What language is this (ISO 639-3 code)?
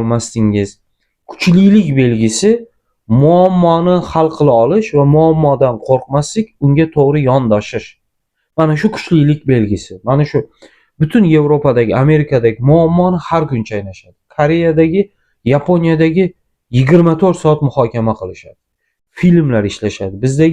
uzb